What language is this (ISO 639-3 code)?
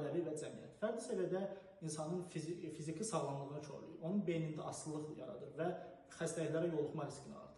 aze